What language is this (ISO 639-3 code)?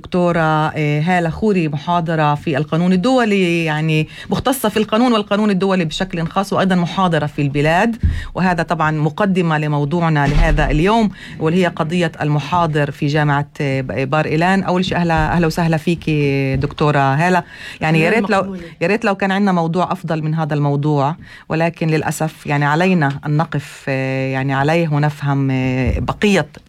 apc